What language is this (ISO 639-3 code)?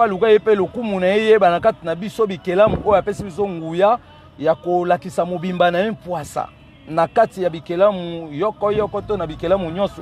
lin